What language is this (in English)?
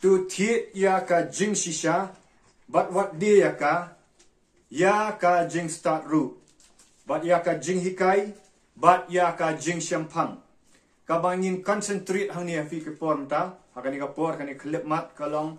Khasi